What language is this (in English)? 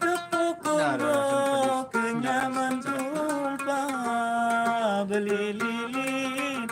Sasak